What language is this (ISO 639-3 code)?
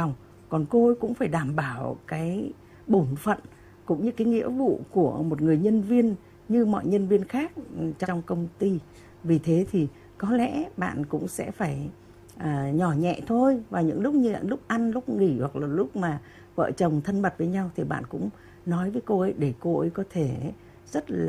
vie